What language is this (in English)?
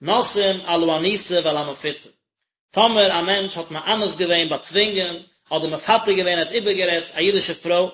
Yiddish